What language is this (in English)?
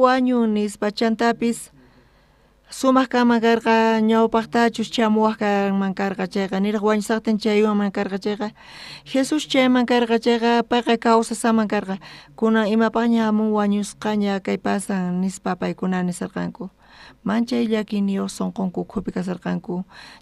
South Bolivian Quechua